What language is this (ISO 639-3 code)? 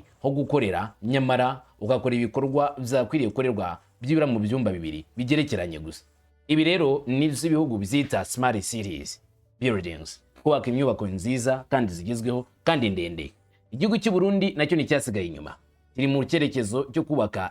run